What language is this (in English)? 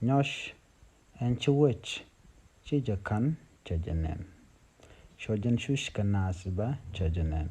Nuer